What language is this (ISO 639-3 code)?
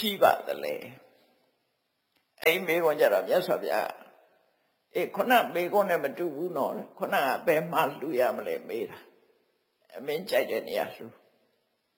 mya